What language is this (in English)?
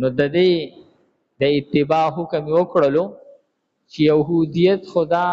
Pashto